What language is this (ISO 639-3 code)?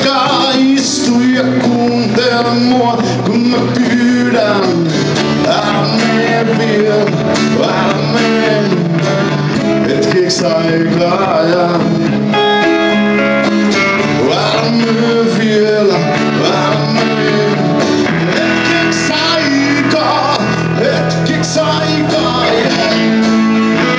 fin